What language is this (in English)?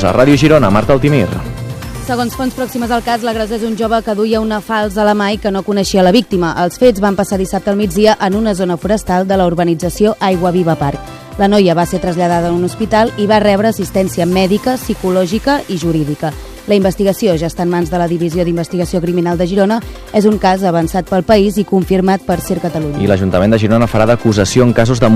Catalan